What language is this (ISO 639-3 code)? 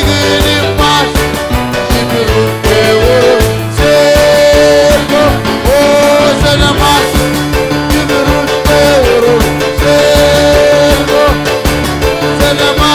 mah